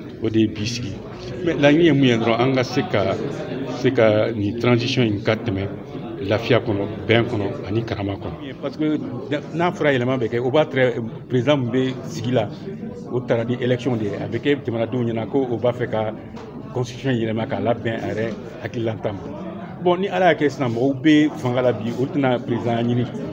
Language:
Bambara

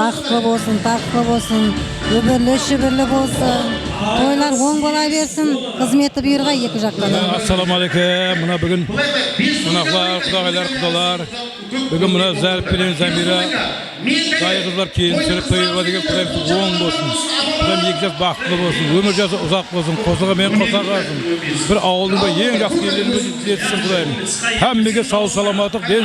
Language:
Kara-Kalpak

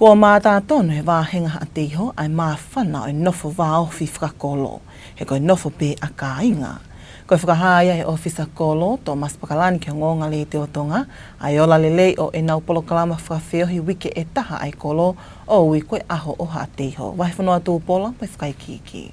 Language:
Tongan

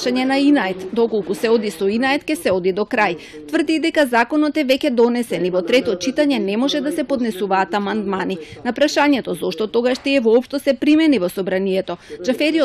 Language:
Macedonian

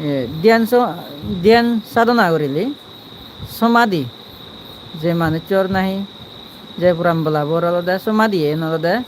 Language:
Chakma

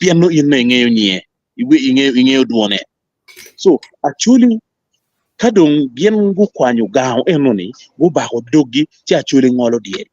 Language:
Acoli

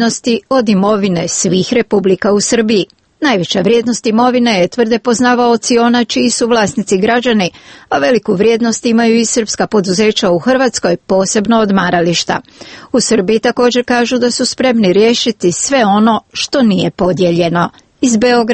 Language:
Croatian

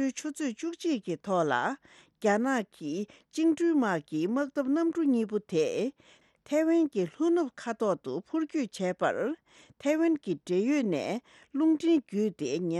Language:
Tibetan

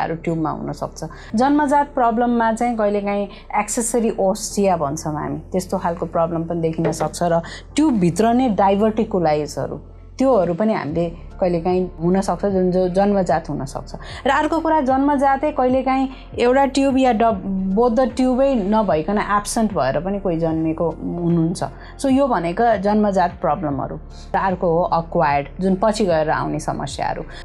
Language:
Nepali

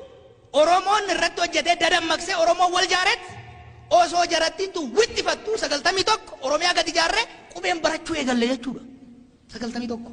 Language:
Oromo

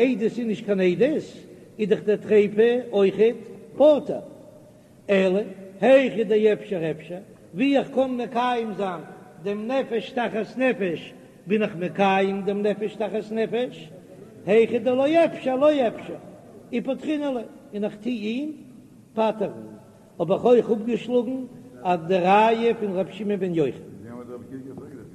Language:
Yiddish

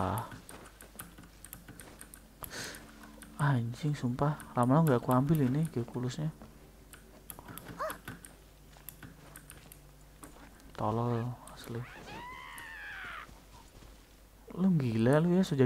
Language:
Indonesian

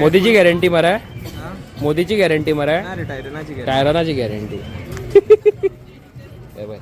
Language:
Konkani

